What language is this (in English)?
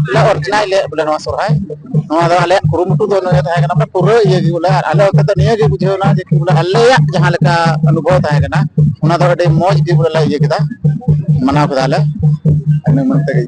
Santali